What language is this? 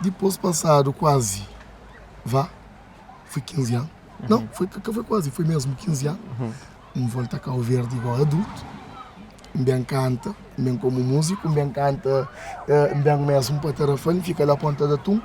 Kabuverdianu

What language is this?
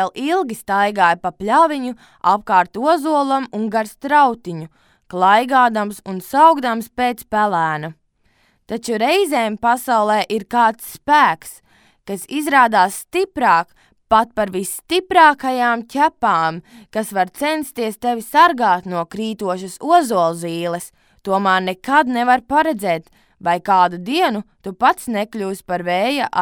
Latvian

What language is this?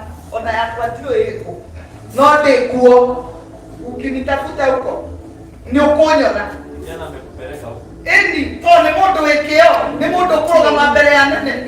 Kikuyu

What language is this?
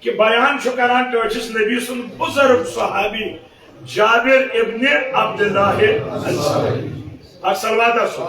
Kashmiri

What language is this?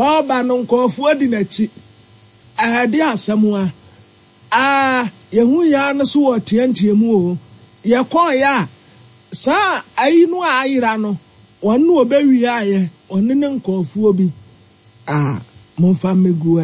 Akan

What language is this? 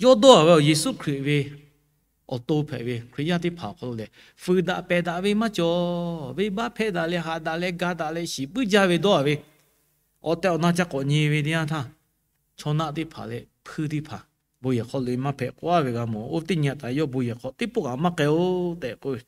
Lahu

